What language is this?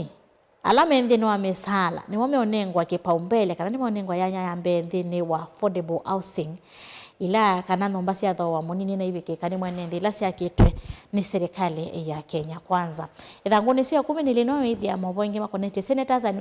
Kamba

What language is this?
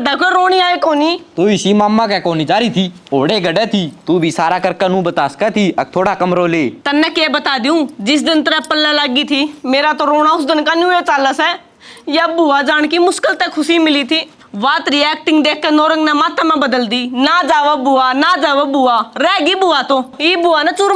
Haryanvi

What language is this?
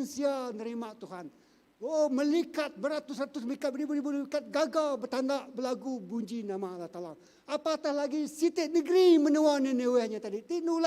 Iban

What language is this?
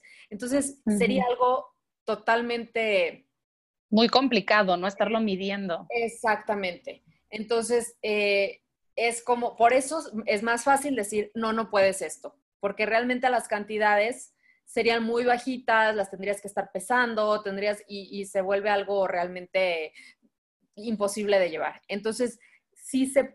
Spanish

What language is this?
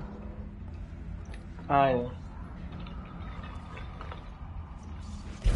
Portuguese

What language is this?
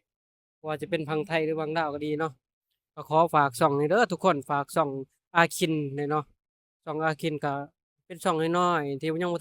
Northeastern Thai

